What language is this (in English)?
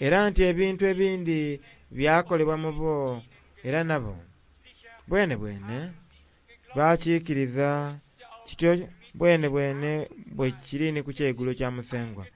Soga